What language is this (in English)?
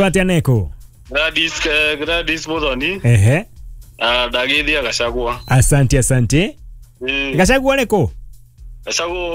Kikuyu